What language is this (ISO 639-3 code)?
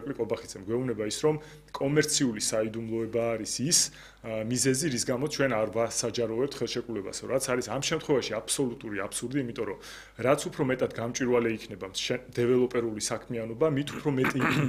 kat